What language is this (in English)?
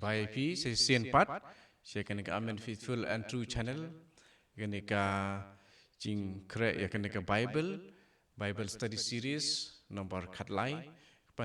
Khasi